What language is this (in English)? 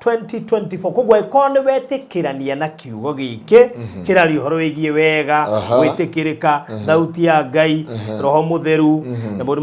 Kikuyu